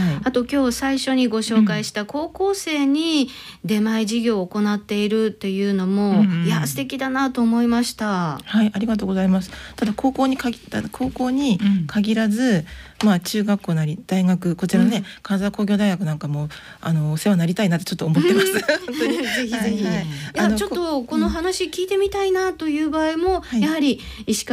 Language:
Japanese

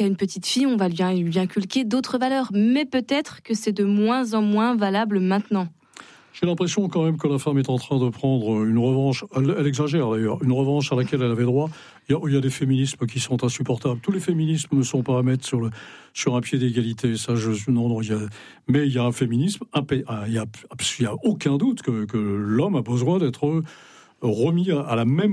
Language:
French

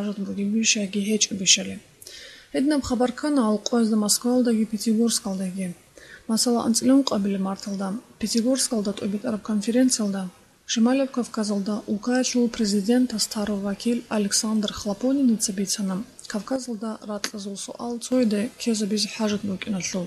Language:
Avaric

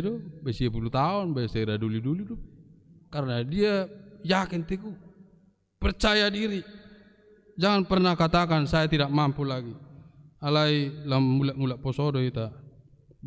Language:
Batak Toba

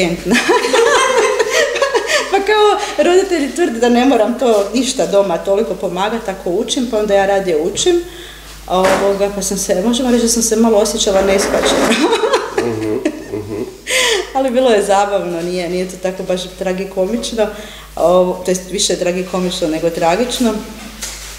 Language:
Croatian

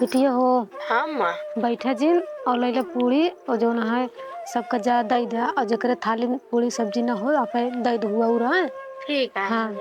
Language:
Awadhi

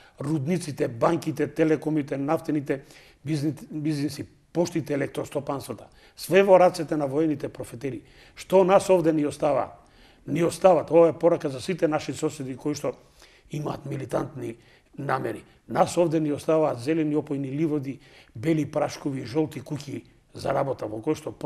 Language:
Macedonian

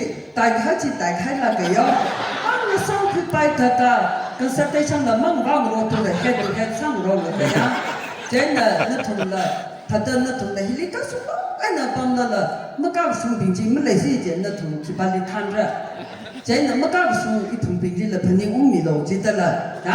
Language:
Tangkhul Naga (India)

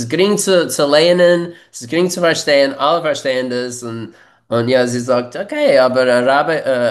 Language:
Yiddish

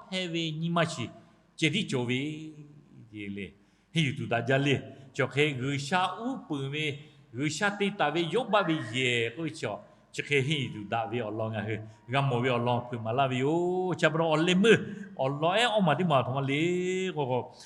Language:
Lahu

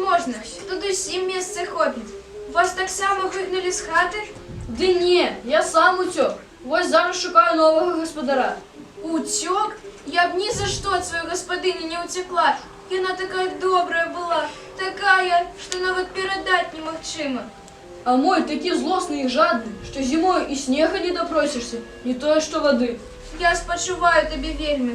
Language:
Belarusian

